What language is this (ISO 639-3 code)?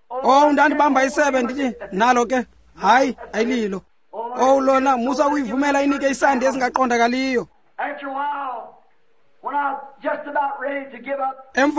xho